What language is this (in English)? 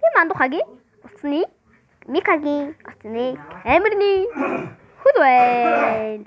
Mongolian